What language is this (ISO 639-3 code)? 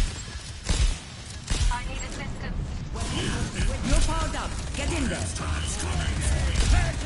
eng